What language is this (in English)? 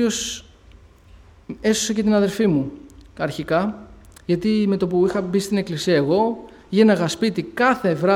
Greek